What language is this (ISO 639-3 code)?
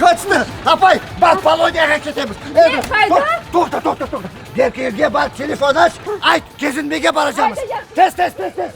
crh